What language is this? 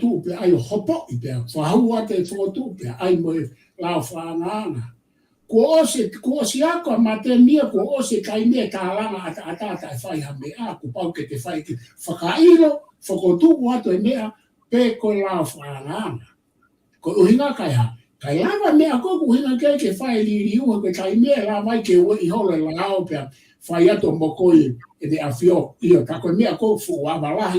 Tongan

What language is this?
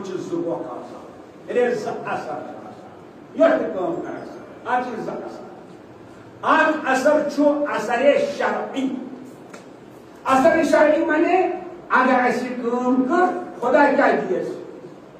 Kashmiri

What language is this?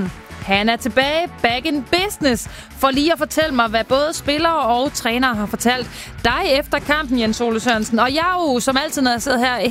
Danish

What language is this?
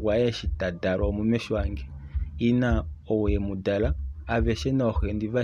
Kuanyama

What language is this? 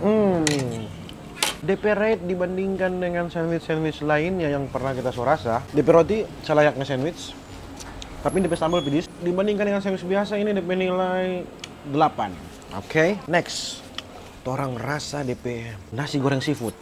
Manado Malay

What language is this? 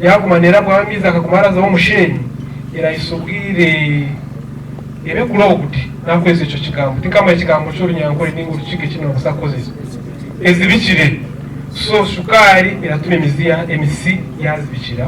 Nyankole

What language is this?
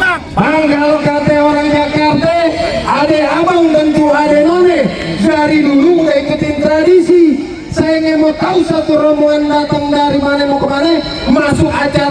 Betawi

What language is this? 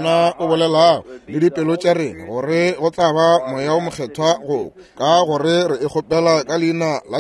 Northern Sotho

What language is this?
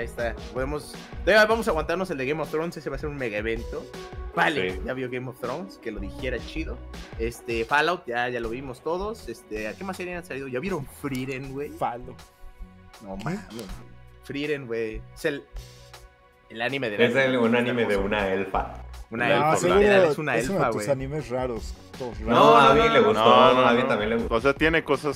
Spanish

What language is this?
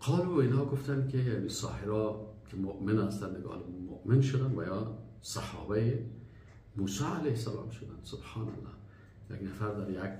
Persian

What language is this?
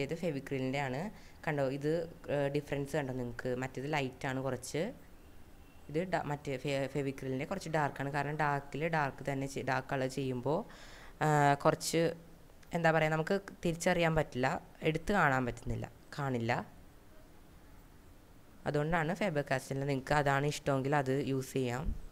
Malayalam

